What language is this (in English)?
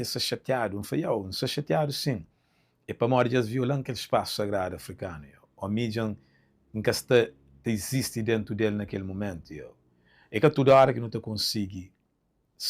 Kabuverdianu